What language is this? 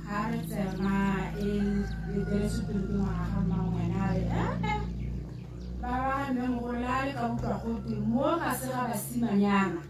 Tswana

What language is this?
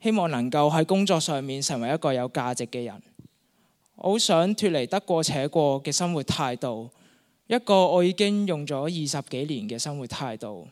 Cantonese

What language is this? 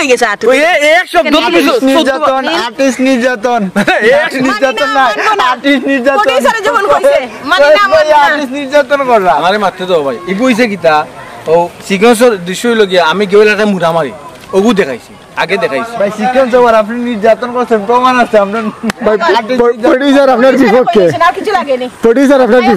Sylheti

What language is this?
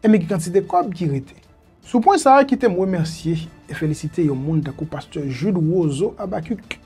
Haitian Creole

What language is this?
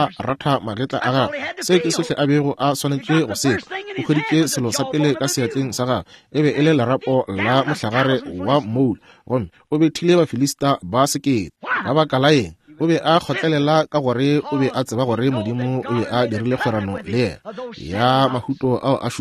Northern Sotho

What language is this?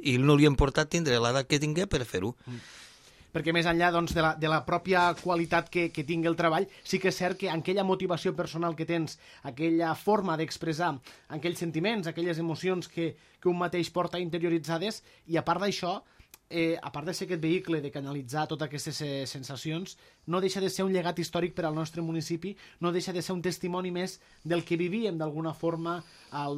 Catalan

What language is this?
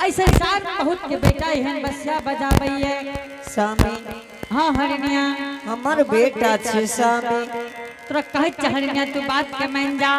Angika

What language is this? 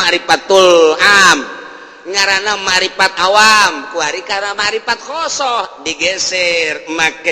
Sundanese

